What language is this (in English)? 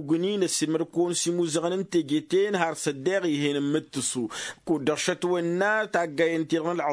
Tamasheq